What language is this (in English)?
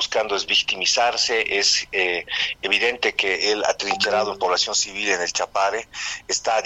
Spanish